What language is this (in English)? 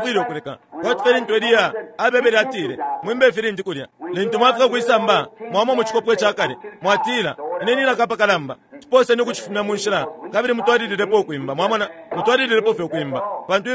Bemba